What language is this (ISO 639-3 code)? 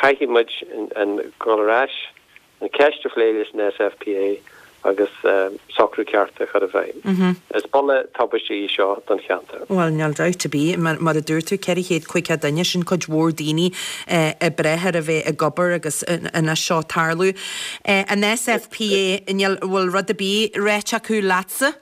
gle